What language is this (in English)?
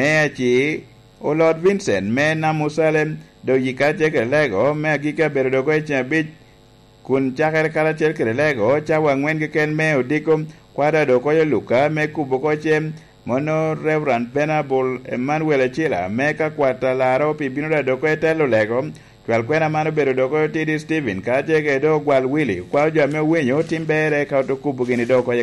Lango (Uganda)